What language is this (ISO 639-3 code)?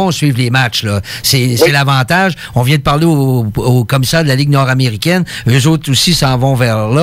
fra